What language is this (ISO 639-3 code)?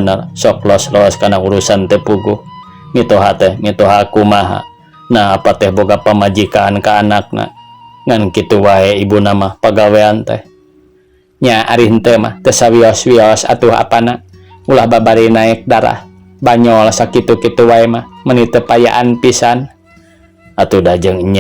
sun